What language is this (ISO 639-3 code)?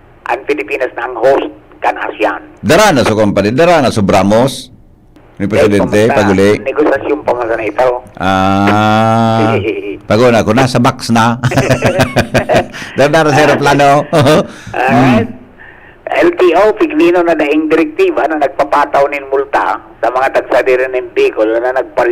bik